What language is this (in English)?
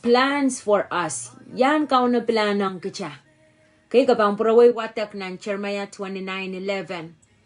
Pohnpeian